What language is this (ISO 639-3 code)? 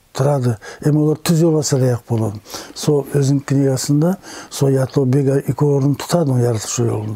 nog